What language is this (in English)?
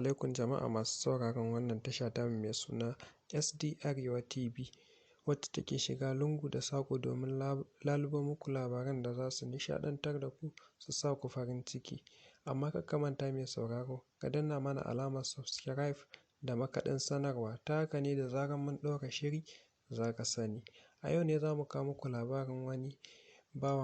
Hausa